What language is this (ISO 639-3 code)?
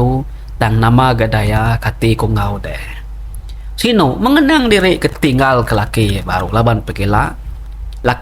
iba